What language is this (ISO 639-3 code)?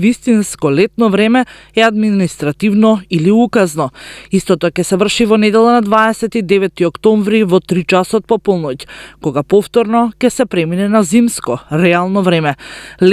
mkd